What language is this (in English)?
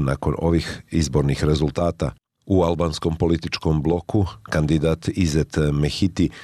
Bosnian